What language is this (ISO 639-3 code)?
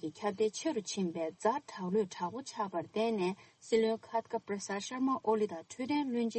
bod